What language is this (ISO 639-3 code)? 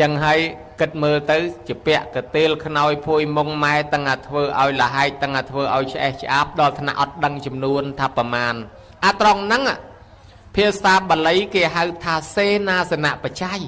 khm